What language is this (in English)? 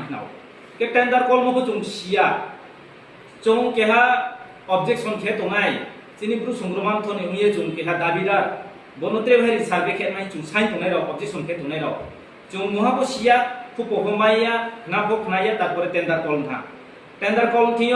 Riang (India)